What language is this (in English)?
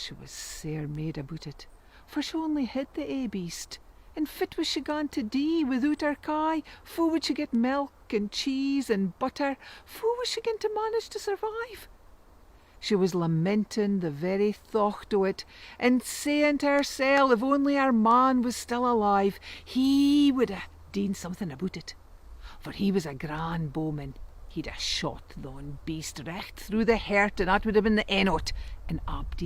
Scots